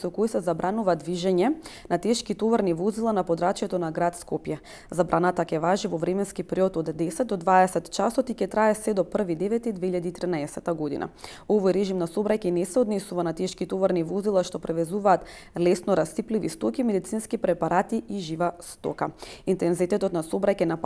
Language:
Macedonian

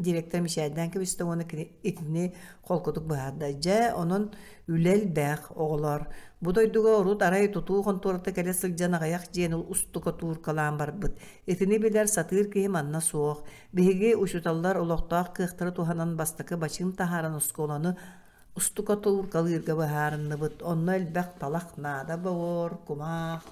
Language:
Yakut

